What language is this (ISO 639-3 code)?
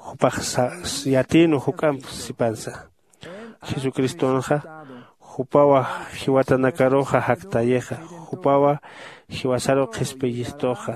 aym